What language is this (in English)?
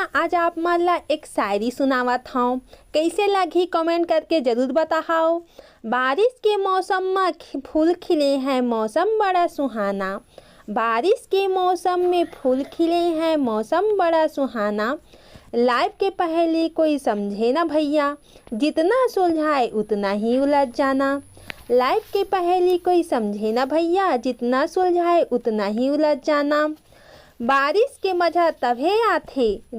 Chhattisgarhi